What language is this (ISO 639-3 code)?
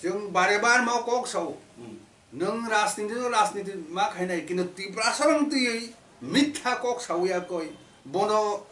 trp